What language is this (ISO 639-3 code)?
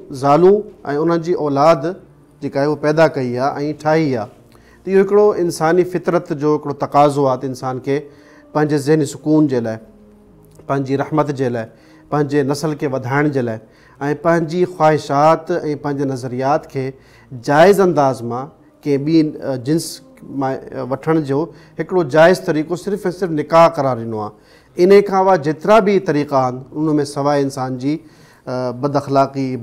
snd